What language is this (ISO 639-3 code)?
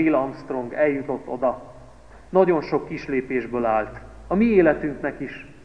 hun